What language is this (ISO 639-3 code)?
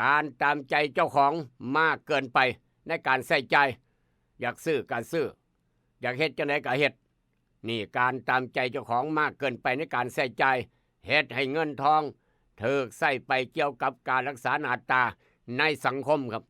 tts